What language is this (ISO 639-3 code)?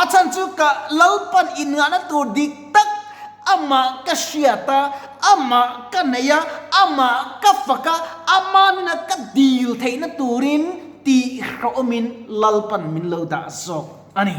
lus